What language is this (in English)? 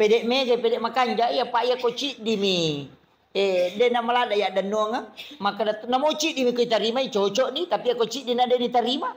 Buginese